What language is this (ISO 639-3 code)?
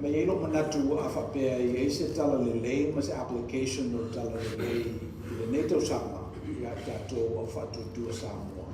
smo